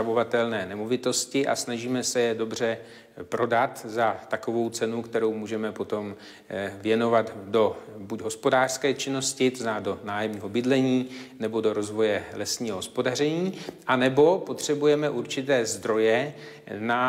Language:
Czech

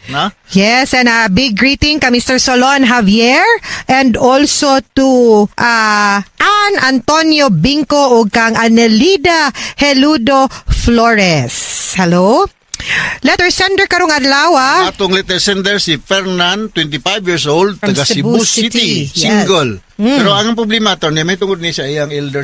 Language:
Cebuano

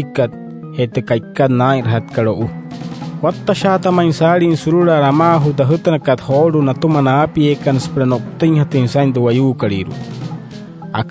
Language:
Wayuu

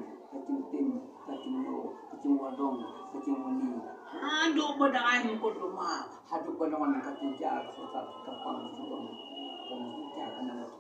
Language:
Khasi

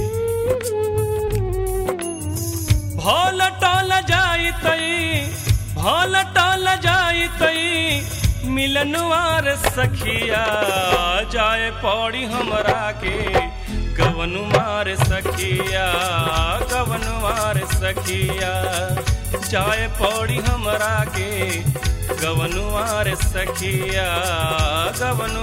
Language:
Bhojpuri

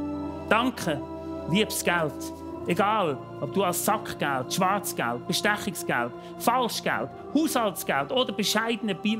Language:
Swiss German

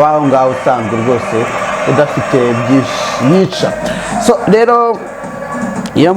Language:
Kinyarwanda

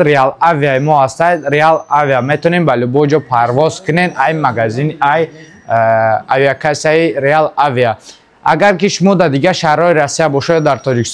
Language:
Tajik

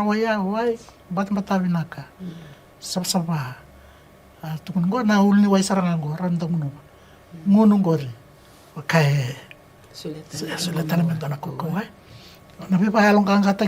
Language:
Fijian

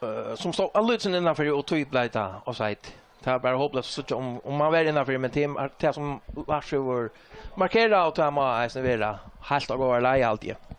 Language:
Faroese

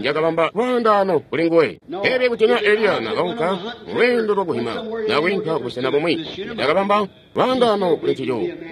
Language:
Tonga (Zambia)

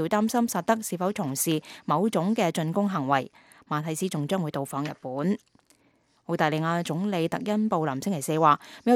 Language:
Cantonese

